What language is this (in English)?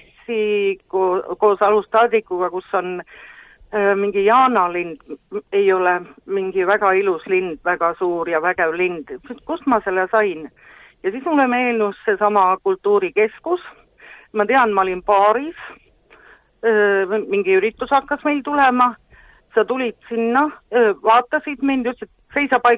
Estonian